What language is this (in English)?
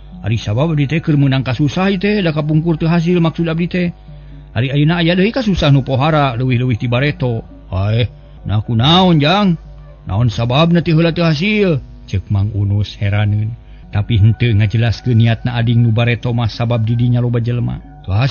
Sundanese